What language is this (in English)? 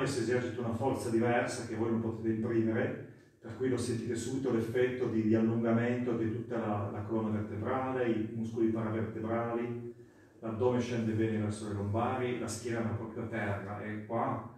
Italian